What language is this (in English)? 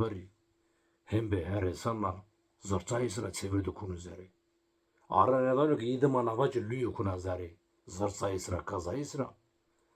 Zaza